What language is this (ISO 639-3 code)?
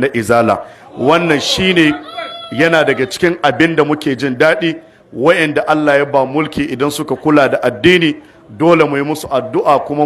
hau